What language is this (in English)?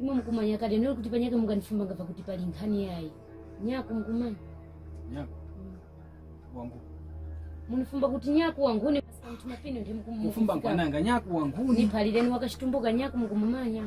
Tumbuka